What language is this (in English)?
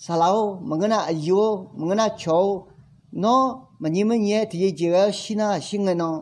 Akha